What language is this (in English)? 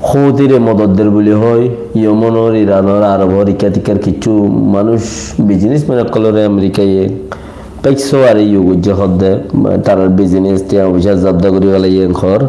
Rohingya